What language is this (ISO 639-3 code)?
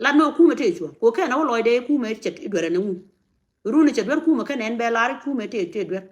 nus